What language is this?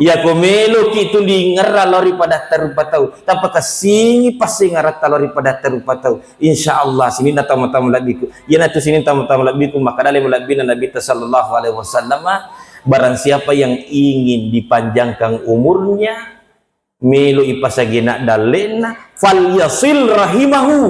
Buginese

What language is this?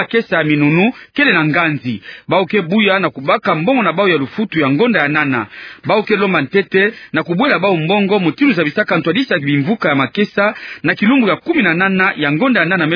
Kituba (Democratic Republic of Congo)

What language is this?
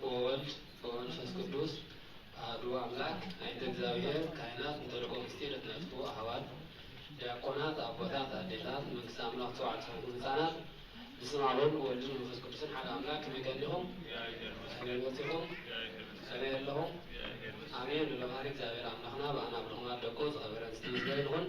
Geez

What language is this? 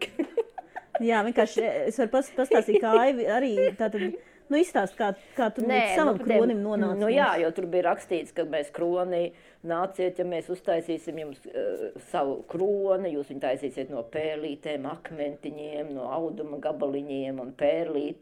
Latvian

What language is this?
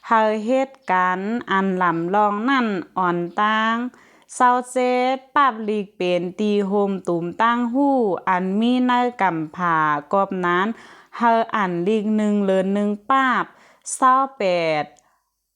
Shan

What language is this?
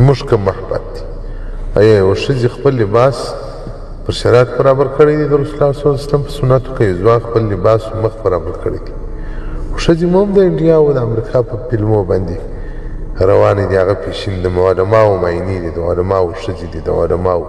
Pashto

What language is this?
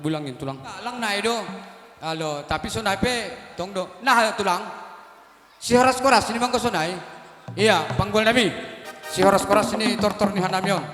Batak Simalungun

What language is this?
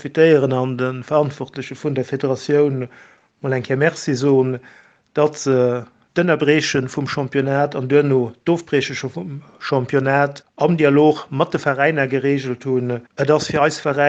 Luxembourgish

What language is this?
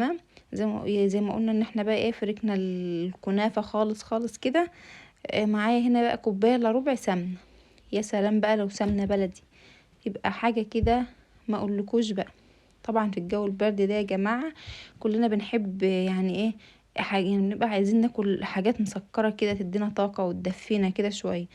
Egyptian Arabic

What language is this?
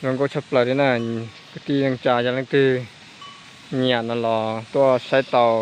Hmong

